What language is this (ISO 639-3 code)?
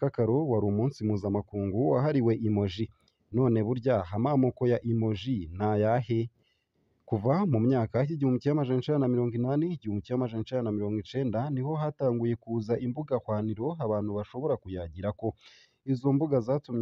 run